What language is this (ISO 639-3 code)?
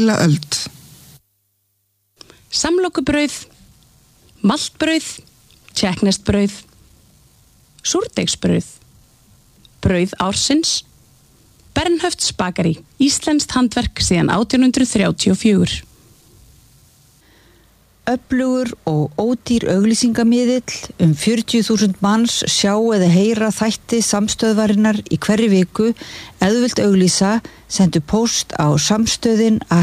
isl